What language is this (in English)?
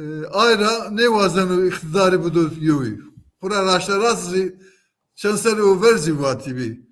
Zaza